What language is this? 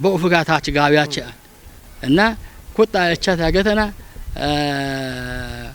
Kafa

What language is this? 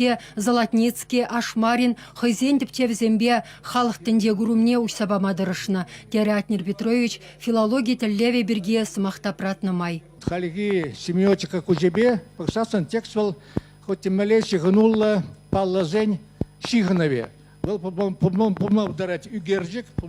Chuvash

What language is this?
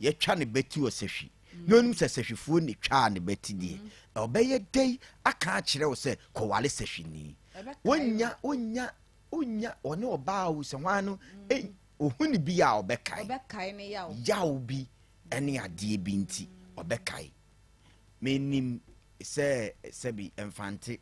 Akan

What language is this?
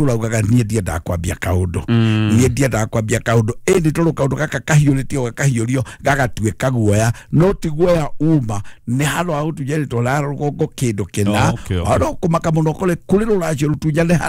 Kikuyu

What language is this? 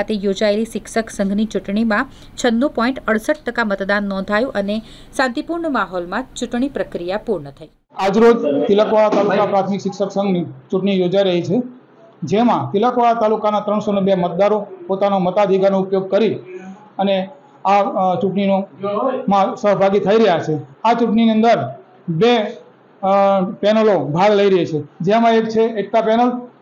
Gujarati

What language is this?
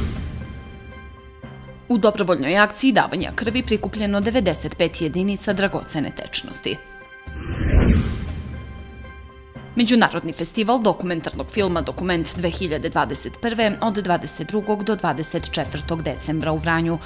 Serbian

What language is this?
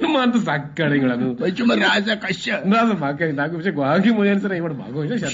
Eastern Balochi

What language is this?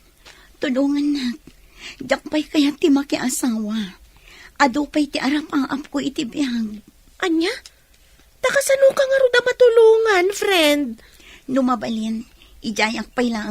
Iloko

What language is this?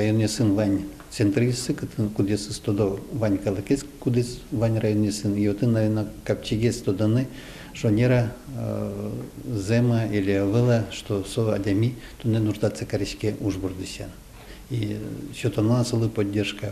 Udmurt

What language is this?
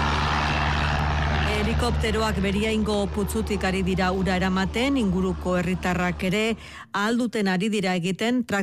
Basque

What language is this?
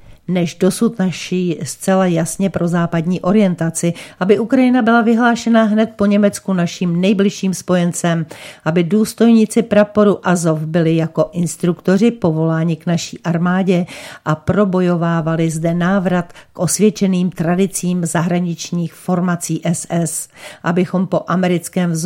Czech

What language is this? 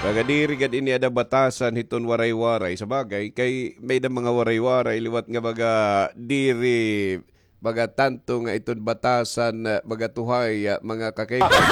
Waray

